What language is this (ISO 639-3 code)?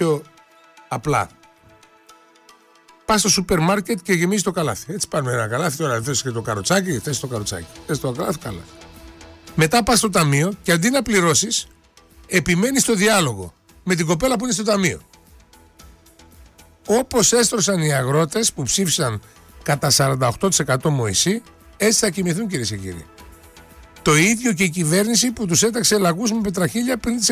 ell